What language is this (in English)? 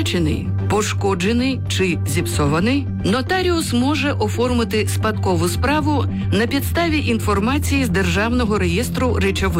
Ukrainian